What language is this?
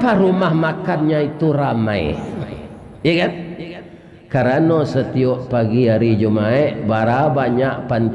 Minangkabau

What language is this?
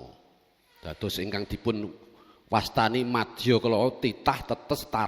Javanese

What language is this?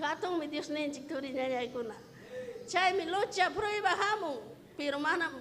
Ayacucho Quechua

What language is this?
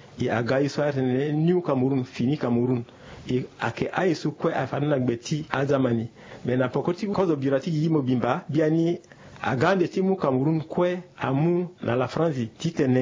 Sango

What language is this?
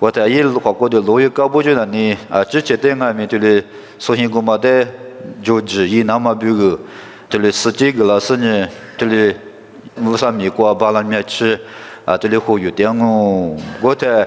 Lisu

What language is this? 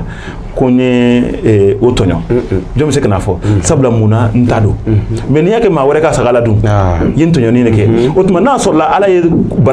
Bambara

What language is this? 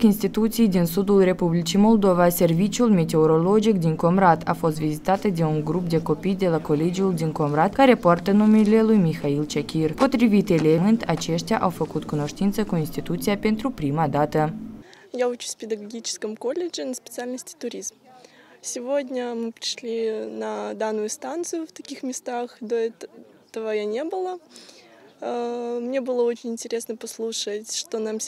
Romanian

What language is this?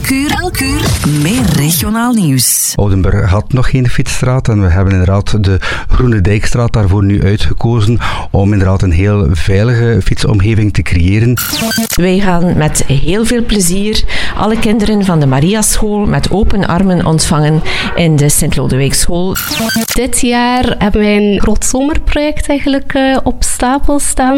Dutch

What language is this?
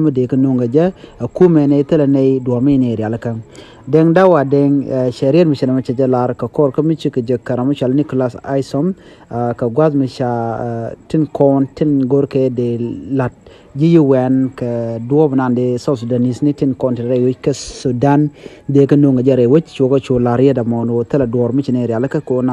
Nuer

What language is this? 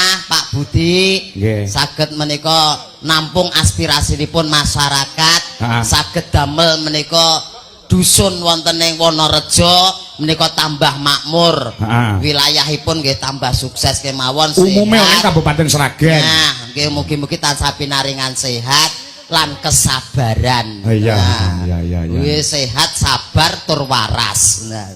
Javanese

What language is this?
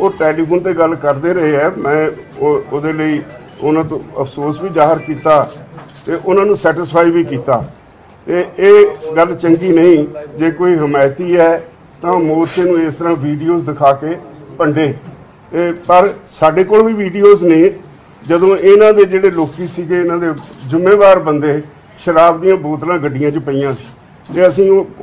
Punjabi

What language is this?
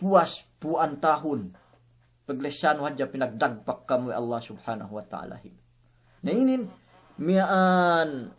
Yakan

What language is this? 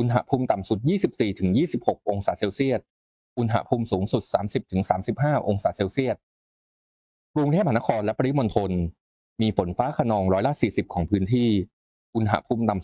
Thai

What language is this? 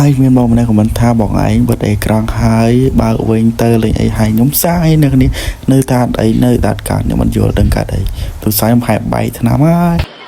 Khmer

